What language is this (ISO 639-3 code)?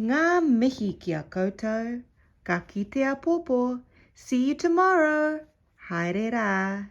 mri